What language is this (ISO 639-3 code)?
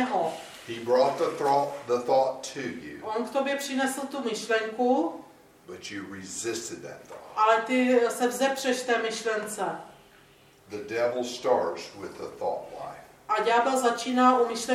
ces